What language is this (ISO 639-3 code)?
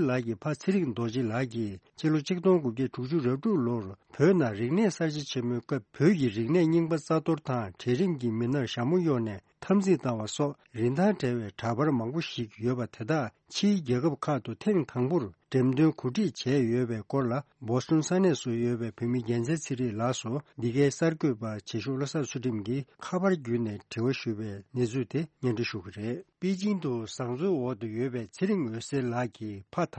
bod